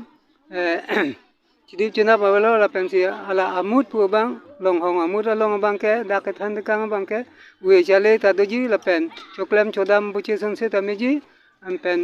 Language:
Karbi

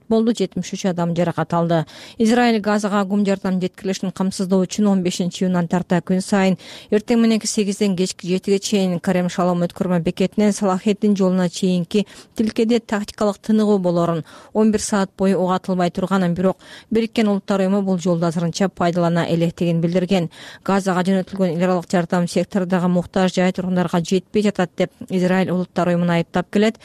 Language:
Kyrgyz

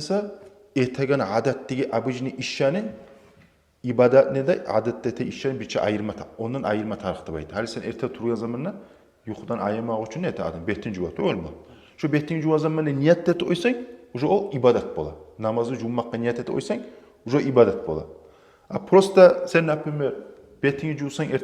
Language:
Kumyk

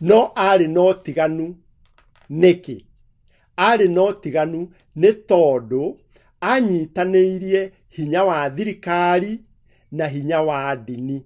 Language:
Kikuyu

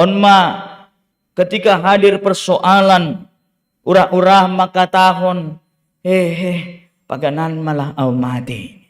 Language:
Batak Simalungun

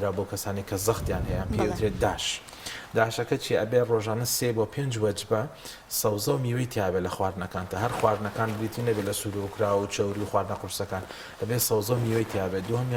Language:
Central Kurdish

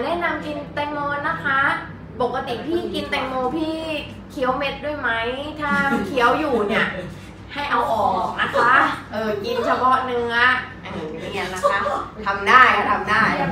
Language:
Thai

